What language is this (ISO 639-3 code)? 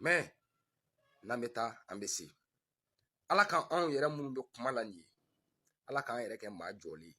bam